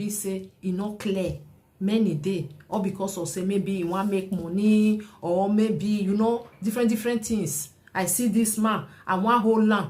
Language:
Nigerian Pidgin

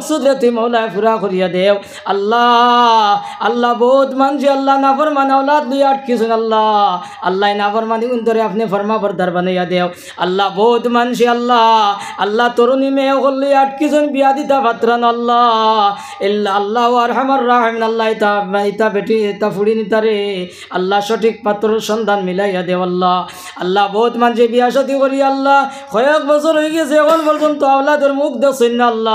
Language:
Sylheti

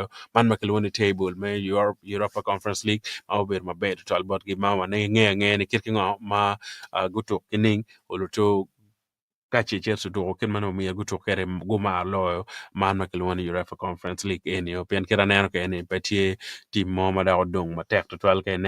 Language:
Acoli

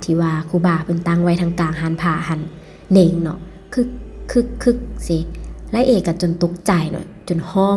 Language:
Lao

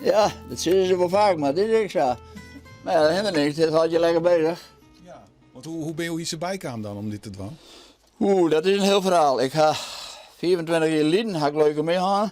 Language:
Western Frisian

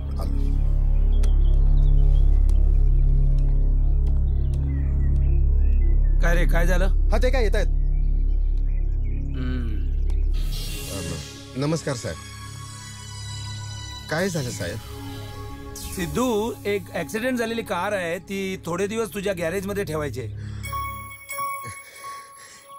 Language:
Marathi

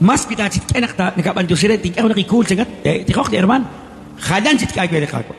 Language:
Kekchí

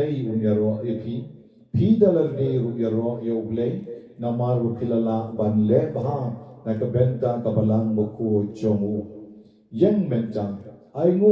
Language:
Khasi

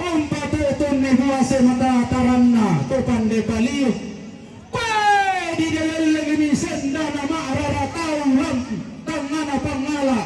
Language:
Toraja-Sa'dan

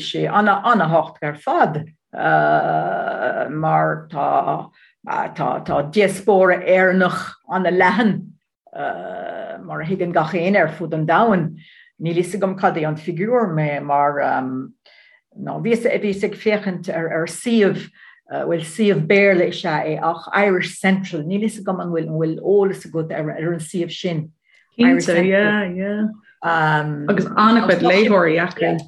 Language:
Irish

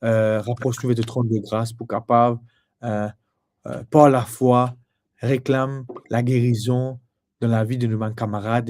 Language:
Morisyen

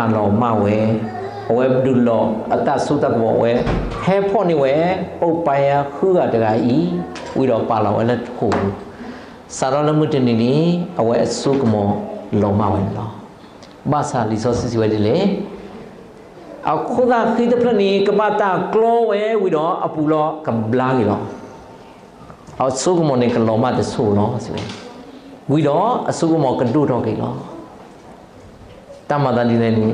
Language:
S'gaw Karen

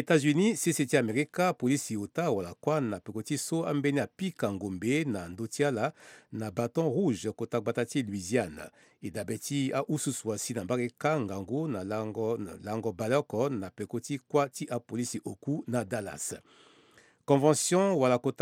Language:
Sango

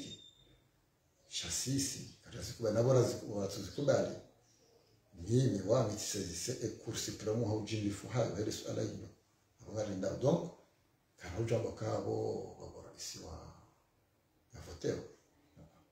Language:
Swahili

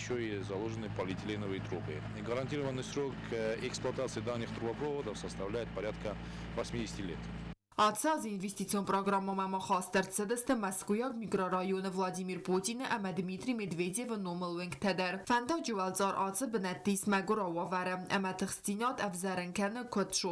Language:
Ossetic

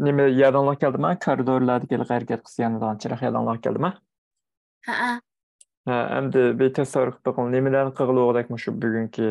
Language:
Uyghur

